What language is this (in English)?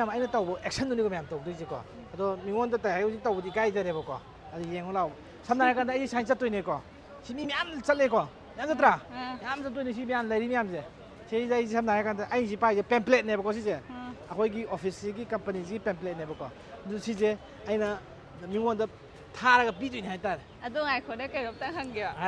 Manipuri